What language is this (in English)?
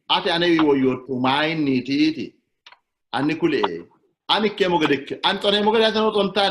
Sidamo